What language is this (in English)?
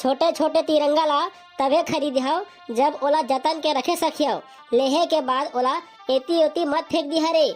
Chhattisgarhi